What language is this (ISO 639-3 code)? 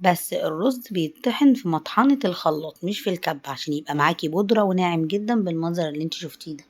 arz